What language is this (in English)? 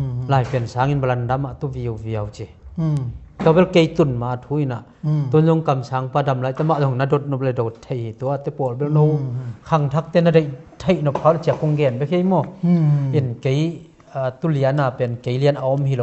Tedim Chin